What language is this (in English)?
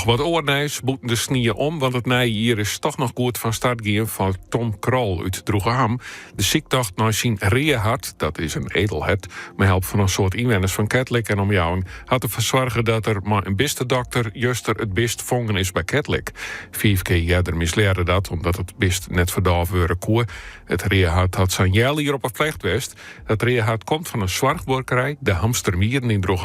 Western Frisian